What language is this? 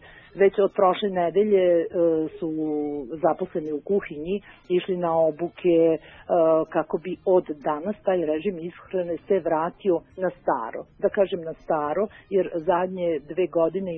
Serbian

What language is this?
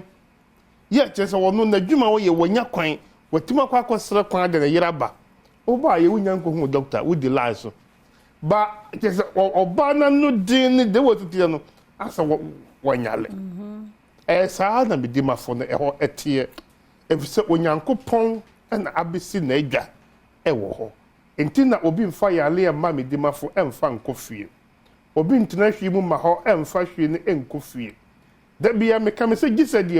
Akan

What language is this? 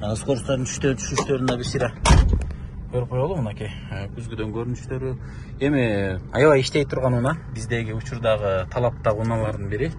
Kyrgyz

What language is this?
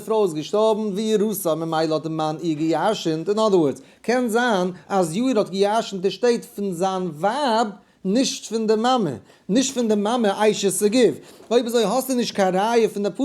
Yiddish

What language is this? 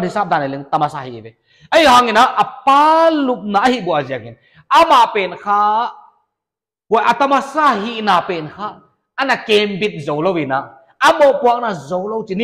Paite Chin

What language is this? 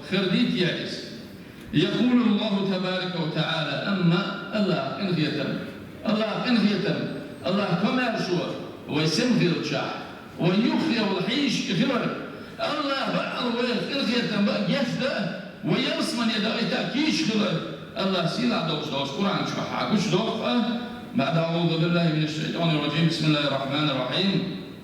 Chechen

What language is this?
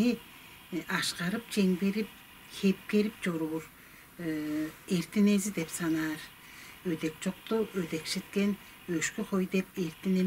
Tuvinian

